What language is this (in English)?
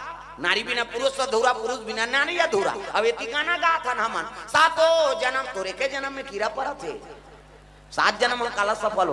Chhattisgarhi